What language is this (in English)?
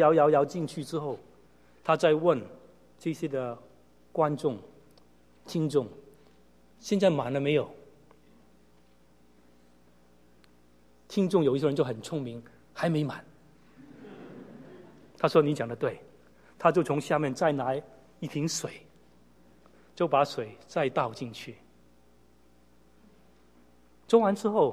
Chinese